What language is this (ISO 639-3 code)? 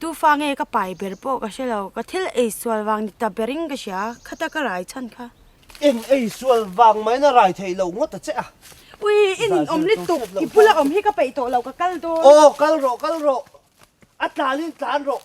lus